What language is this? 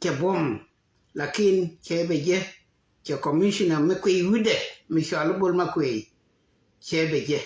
Nuer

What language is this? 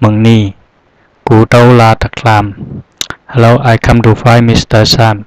Zhuang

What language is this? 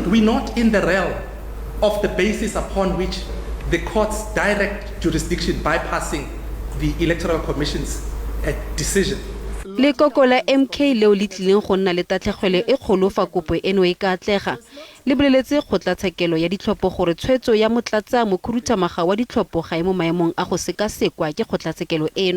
Tswana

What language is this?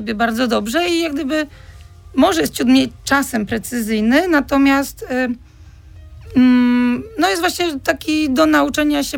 Polish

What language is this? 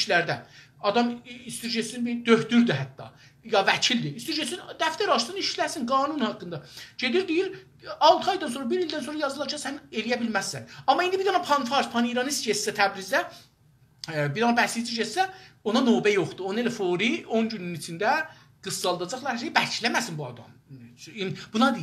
South Azerbaijani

